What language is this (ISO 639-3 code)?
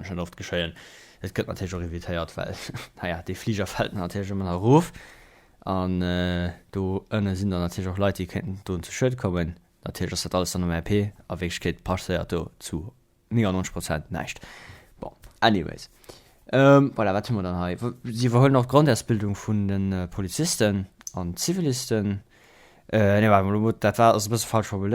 ltz